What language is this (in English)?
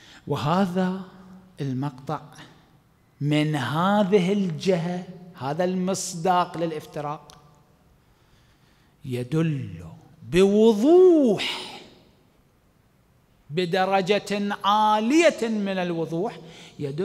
Arabic